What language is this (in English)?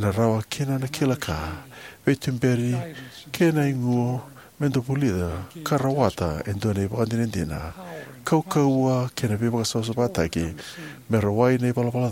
Fijian